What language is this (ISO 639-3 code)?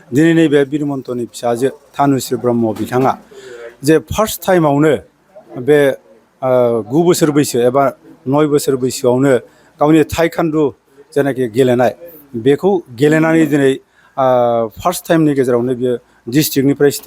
brx